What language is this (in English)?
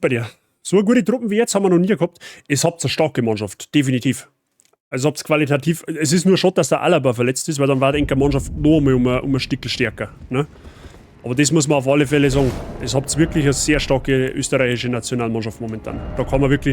Bavarian